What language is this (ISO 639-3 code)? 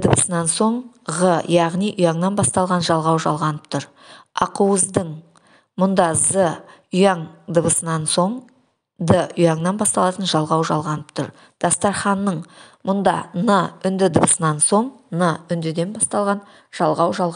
kaz